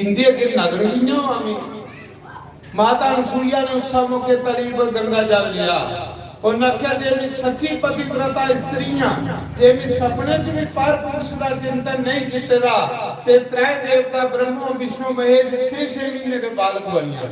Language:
Dogri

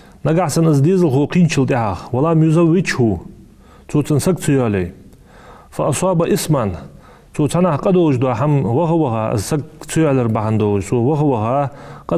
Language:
Ingush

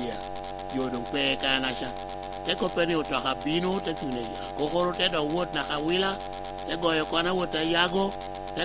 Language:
Lango (Uganda)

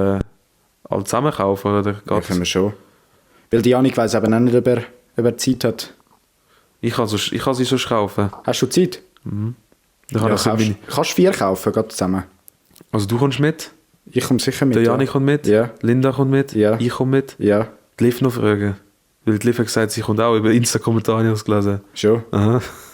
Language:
Swiss German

